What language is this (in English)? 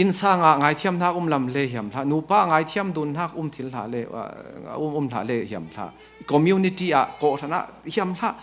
Falam Chin